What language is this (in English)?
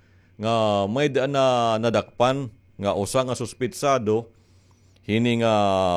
Waray